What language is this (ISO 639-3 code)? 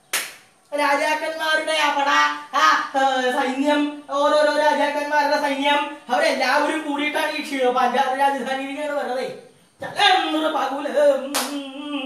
mal